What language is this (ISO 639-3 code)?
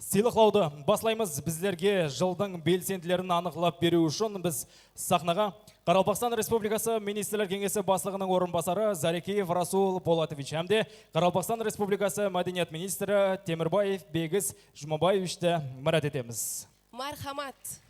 kaa